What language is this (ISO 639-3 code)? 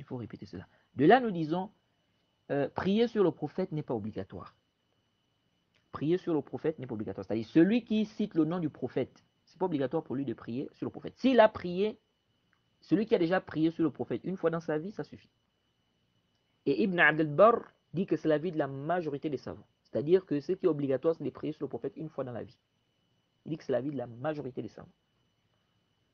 fra